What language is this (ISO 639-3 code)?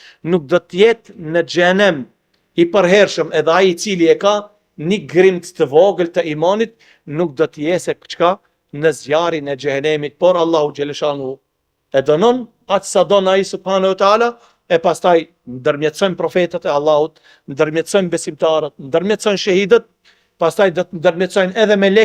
sqi